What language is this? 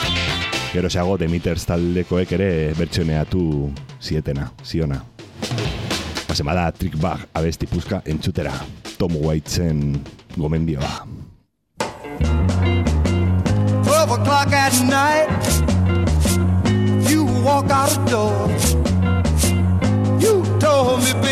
Basque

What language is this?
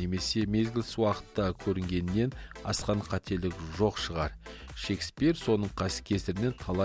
Kazakh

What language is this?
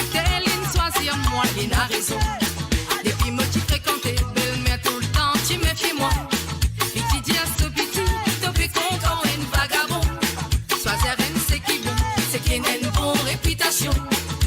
Morisyen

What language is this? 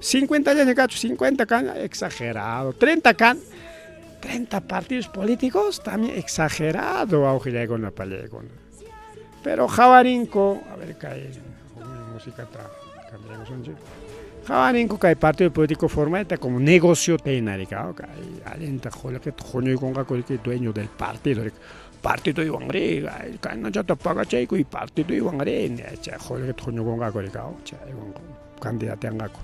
Ayacucho Quechua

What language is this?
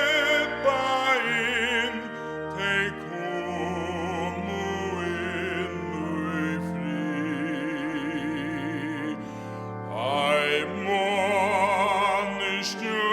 Faroese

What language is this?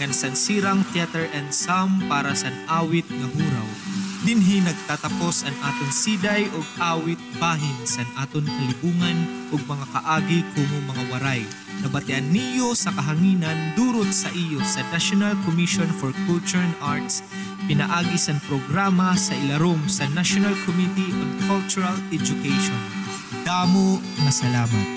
Waray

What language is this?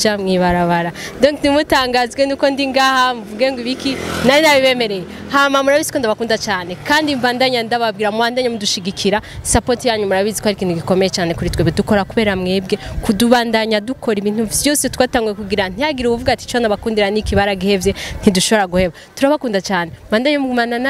Rundi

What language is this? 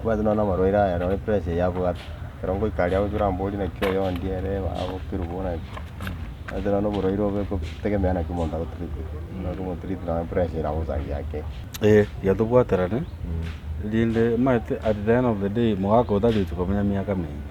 Gusii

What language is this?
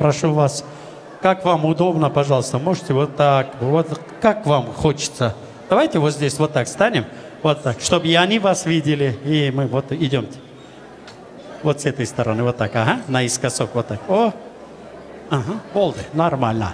Russian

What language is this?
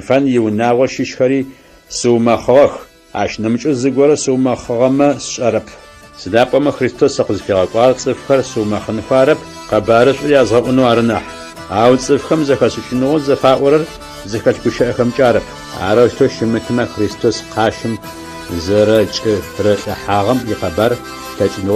Adyghe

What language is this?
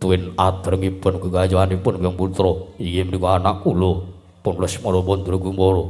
Javanese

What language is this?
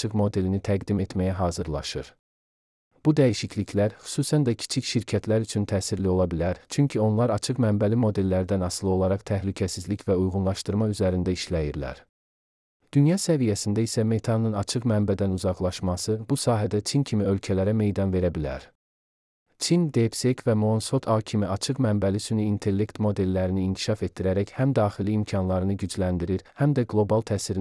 Azerbaijani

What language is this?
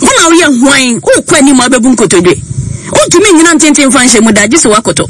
Akan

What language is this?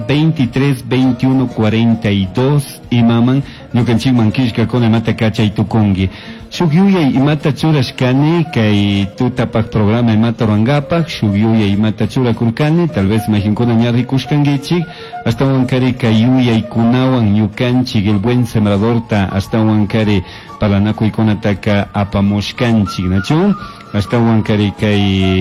Chimborazo Highland Quichua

